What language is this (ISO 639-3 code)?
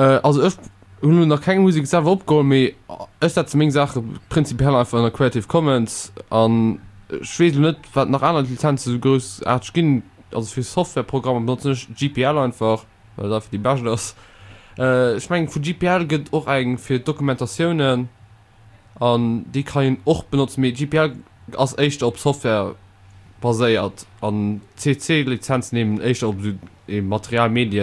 ltz